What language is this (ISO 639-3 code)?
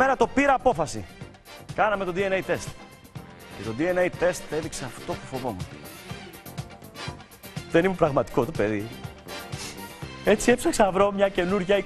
ell